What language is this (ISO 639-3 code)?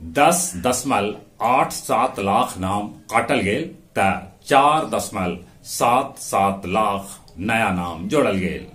mag